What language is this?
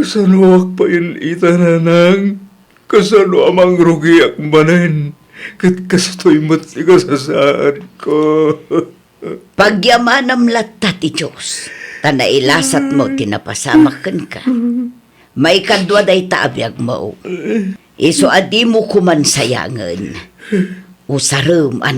Iloko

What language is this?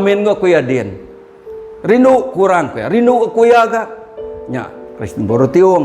Iban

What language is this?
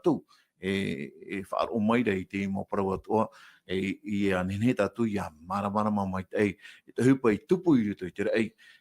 Tahitian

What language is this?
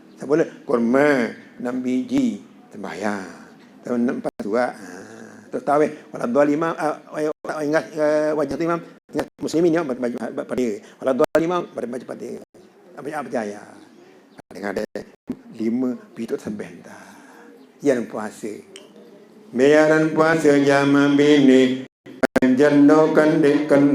Sasak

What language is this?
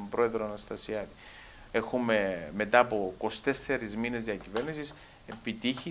Greek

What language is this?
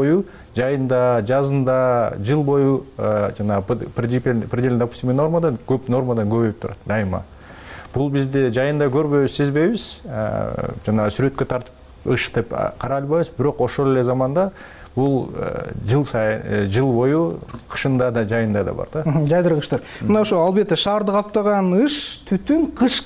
Kyrgyz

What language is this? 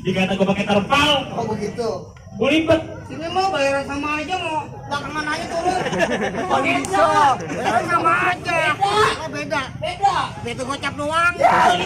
Betawi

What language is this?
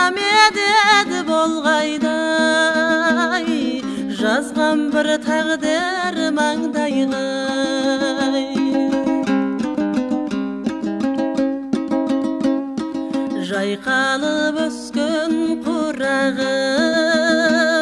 Kazakh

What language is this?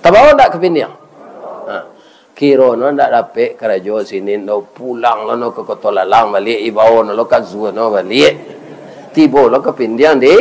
Minangkabau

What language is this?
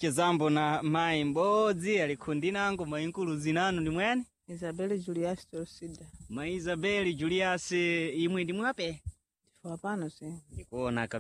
Sena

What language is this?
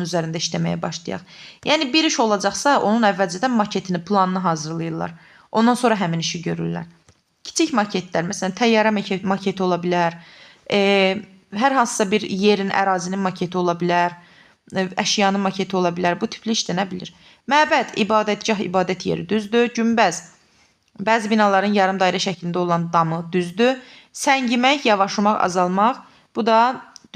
Azerbaijani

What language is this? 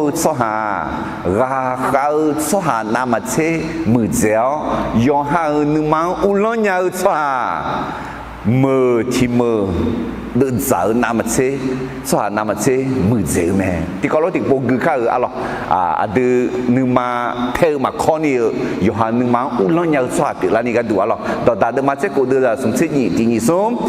Akha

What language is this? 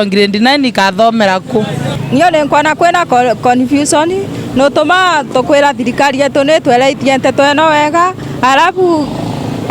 Meru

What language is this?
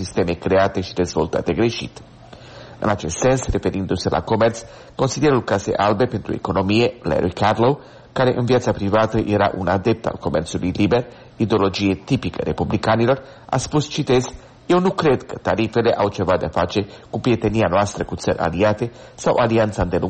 Romanian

